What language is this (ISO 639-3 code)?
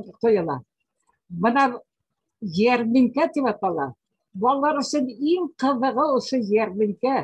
bak